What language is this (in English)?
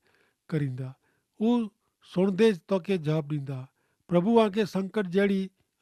Kachhi